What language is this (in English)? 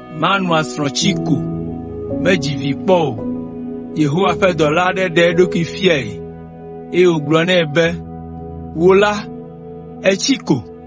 Ewe